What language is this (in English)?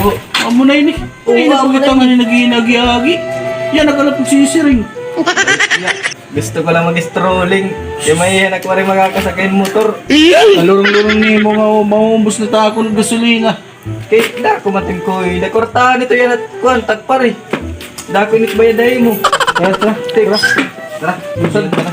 Waray